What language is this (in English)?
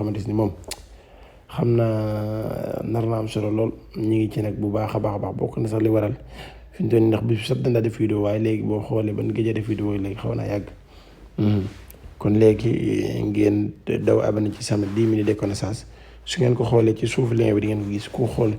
Wolof